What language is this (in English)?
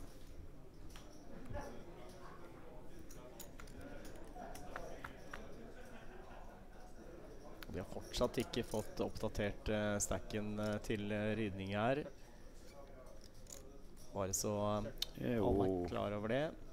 Norwegian